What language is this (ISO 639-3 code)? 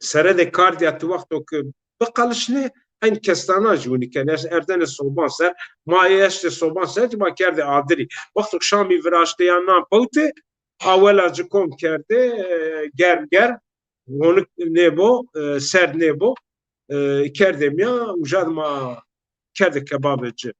zza